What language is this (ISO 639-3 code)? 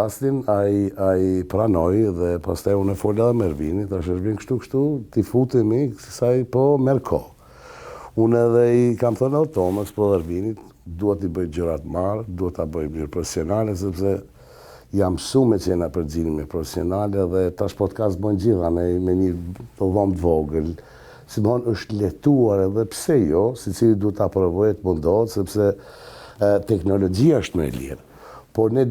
sqi